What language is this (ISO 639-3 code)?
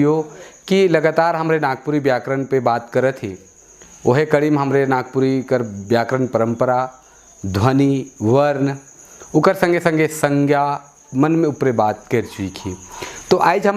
sck